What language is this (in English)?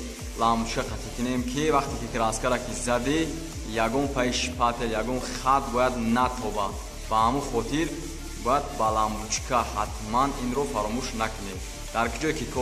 Tajik